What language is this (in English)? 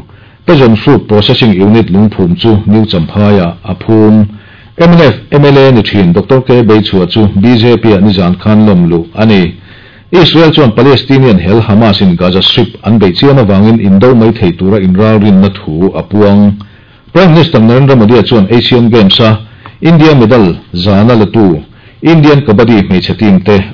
Mizo